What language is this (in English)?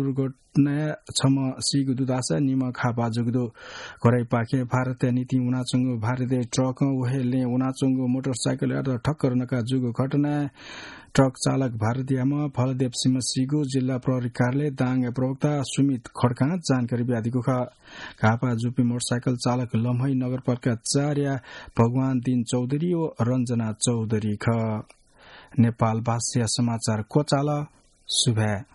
Newari